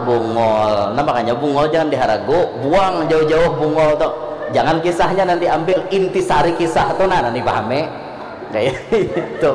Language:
Banjar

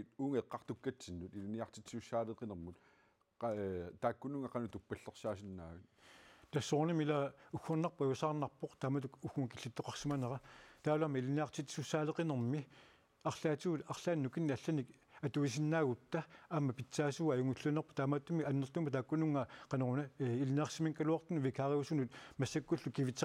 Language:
Kalaallisut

